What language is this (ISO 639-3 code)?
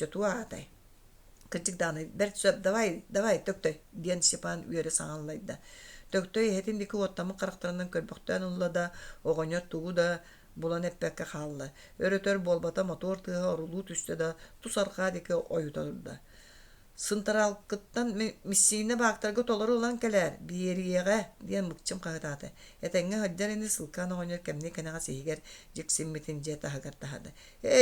sah